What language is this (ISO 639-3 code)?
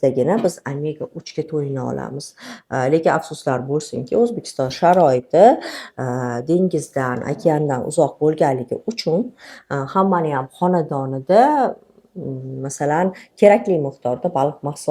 uzb